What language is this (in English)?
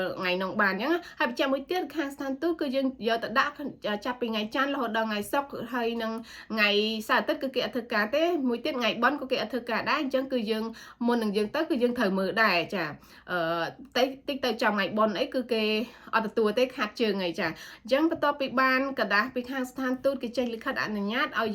Khmer